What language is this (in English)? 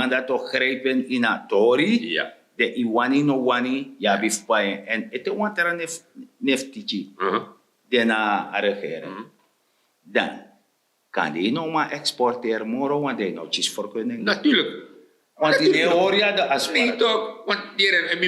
Sranan Tongo